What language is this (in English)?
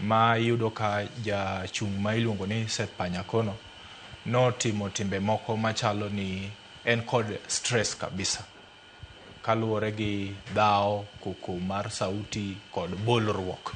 Luo (Kenya and Tanzania)